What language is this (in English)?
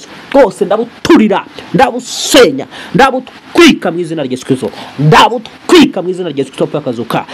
Kinyarwanda